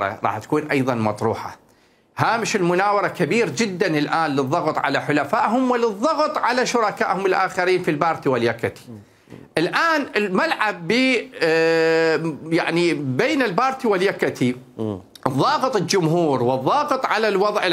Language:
Mesopotamian Arabic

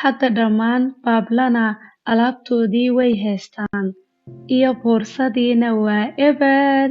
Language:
Somali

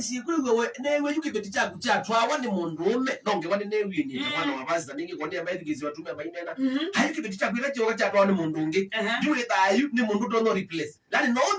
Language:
Kamba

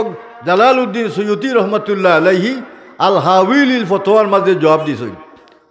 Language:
Sylheti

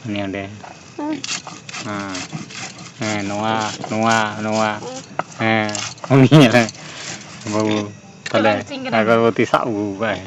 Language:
Santali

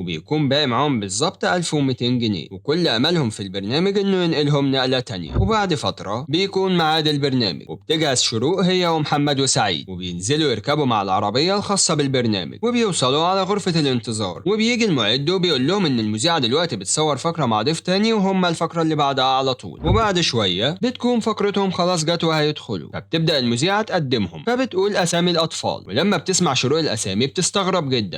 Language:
Egyptian Arabic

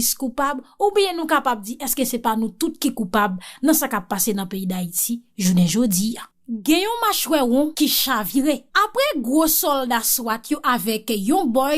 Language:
Haitian Creole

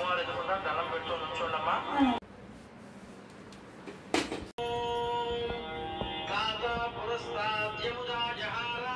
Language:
Telugu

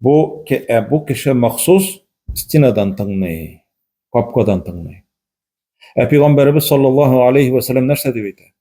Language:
Tatar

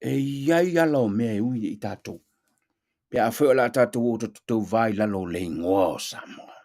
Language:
Samoan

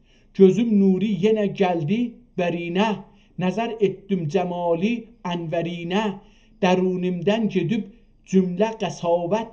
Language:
South Azerbaijani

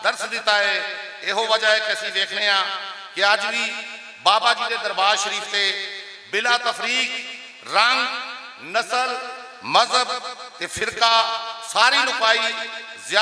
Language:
Western Panjabi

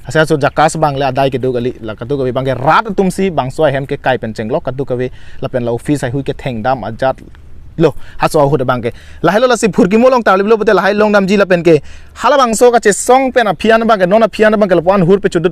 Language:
Karbi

